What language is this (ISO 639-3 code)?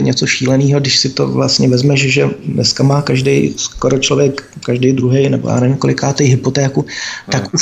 ces